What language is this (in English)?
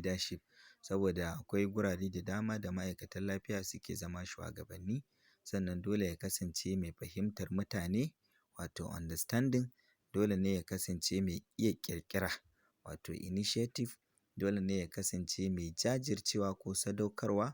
Hausa